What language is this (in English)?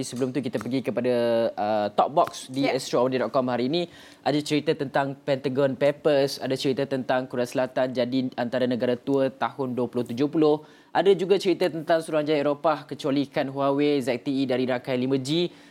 Malay